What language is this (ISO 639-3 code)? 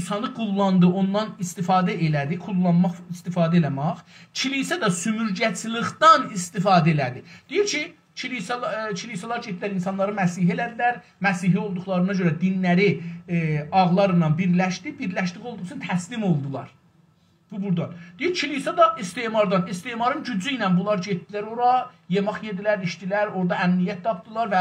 azb